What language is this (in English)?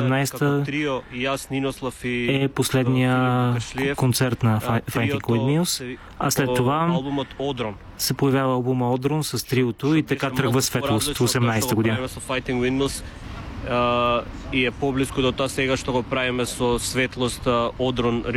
Bulgarian